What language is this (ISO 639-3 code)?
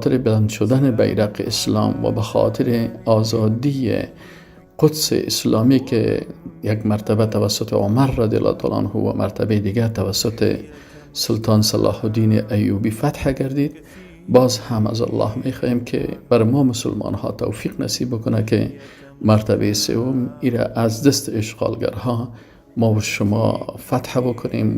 fas